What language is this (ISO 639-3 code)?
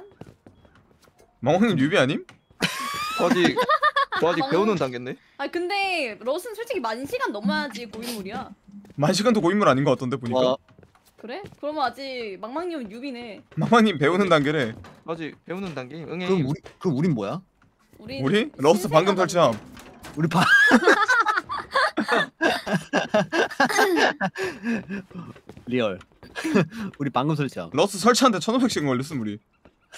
kor